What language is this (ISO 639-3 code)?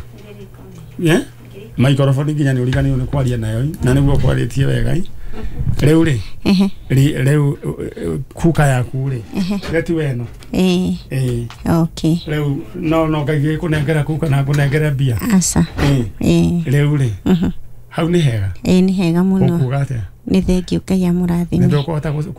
kik